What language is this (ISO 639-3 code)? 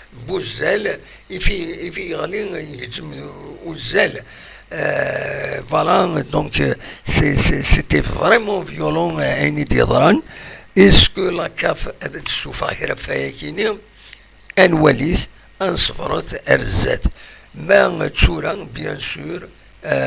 kab